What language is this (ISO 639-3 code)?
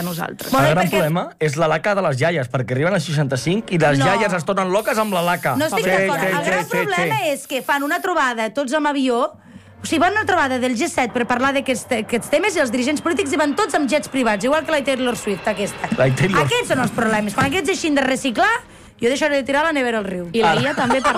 cat